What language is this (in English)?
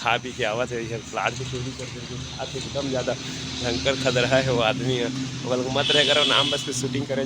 Chhattisgarhi